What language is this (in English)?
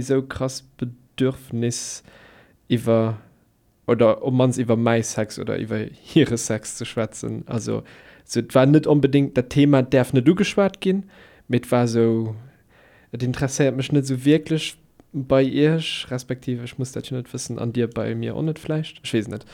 Luxembourgish